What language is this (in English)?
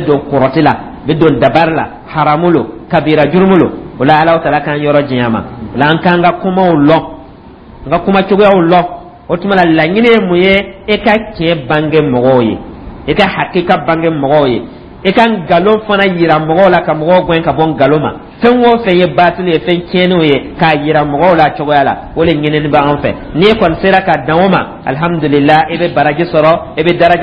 Dyula